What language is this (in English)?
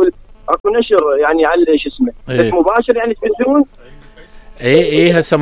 Mesopotamian Arabic